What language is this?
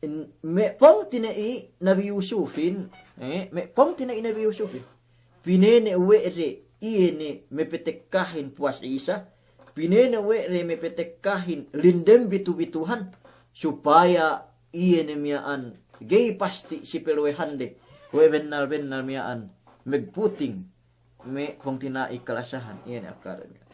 Yakan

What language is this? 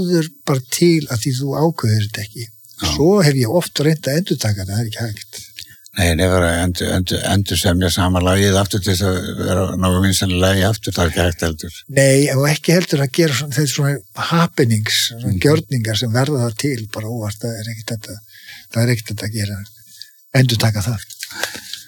Icelandic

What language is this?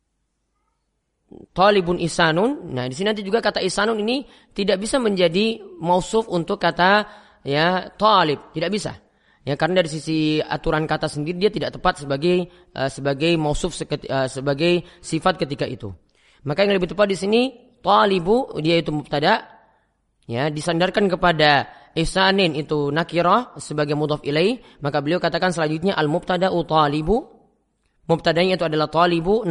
Indonesian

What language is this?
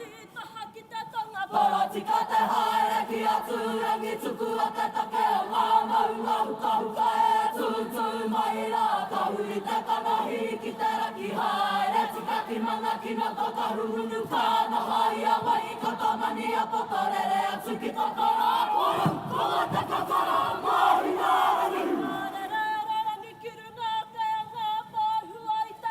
Māori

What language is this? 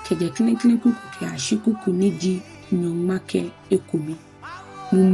Ga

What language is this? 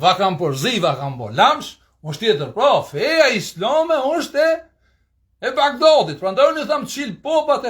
Albanian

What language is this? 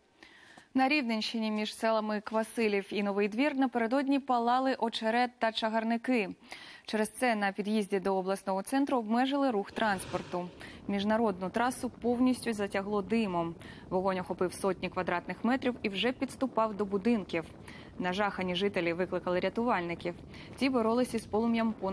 Ukrainian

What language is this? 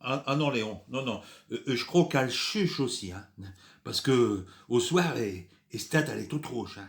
Picard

